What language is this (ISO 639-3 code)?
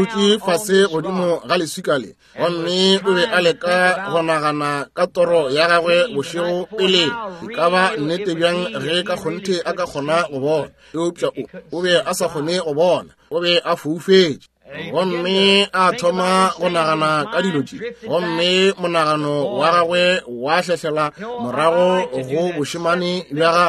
nso